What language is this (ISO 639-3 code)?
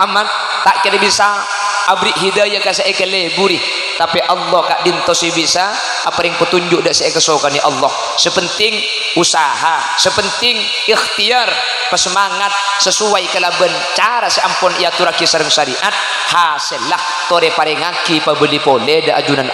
mad